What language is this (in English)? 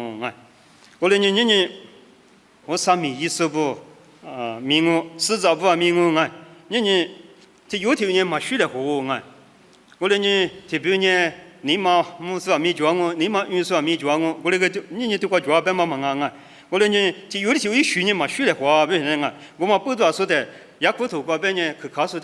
Lisu